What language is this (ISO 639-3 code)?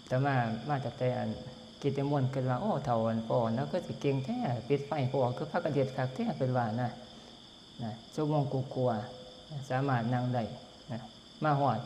tts